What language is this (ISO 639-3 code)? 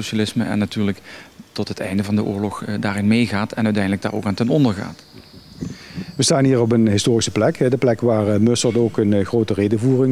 nld